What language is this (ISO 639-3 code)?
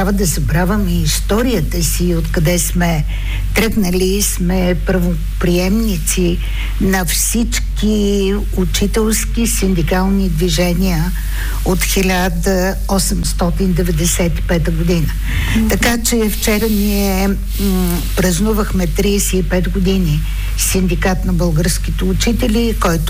bul